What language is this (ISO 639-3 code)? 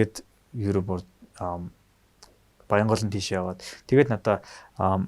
mon